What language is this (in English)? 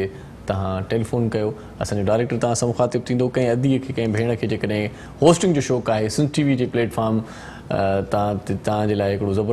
Sindhi